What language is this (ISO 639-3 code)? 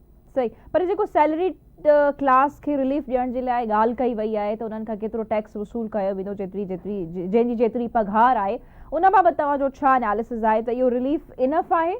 snd